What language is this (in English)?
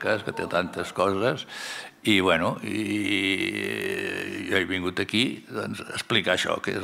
Catalan